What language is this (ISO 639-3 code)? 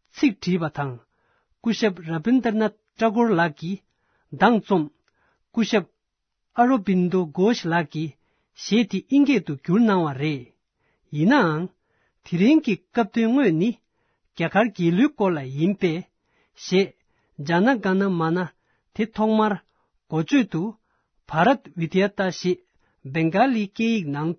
bod